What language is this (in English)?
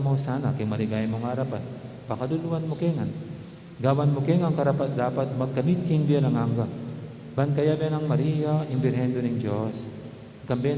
Pampanga